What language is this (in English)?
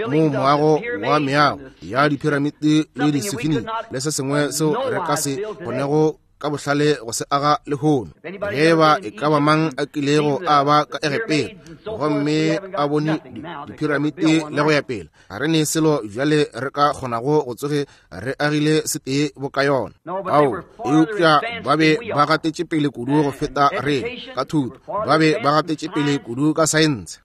Northern Sotho